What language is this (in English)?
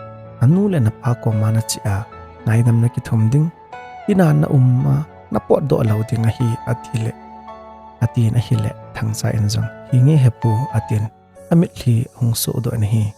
Thado Chin